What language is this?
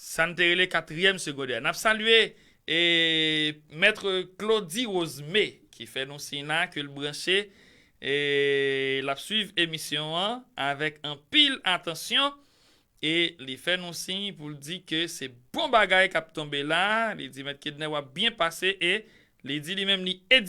Haitian Creole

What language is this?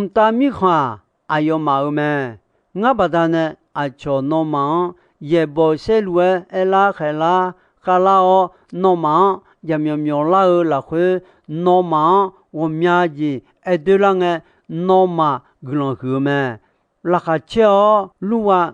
Akha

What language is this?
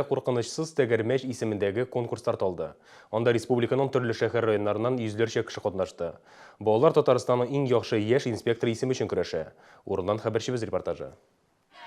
Tatar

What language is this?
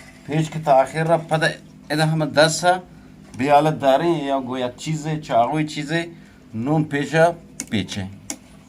Eastern Balochi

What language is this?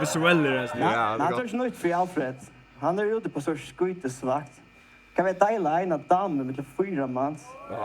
Faroese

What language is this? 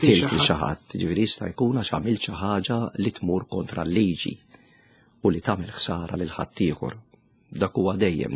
Maltese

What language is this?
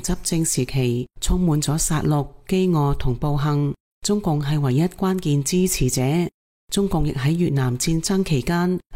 Cantonese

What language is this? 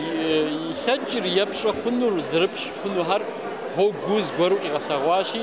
Kabardian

